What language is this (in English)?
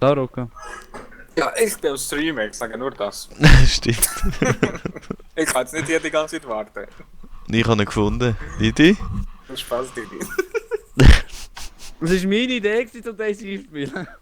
Swiss German